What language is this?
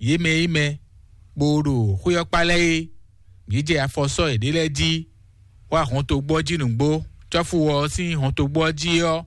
Fon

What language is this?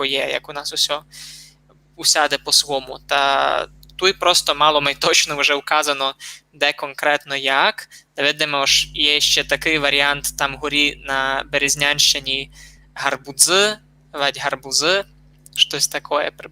Rusyn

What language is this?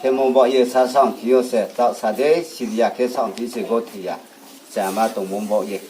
Riang (India)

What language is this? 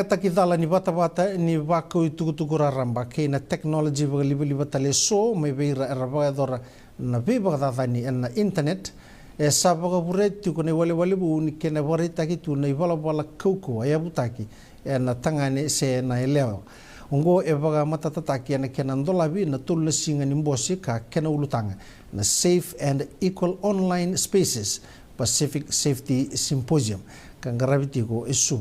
Fijian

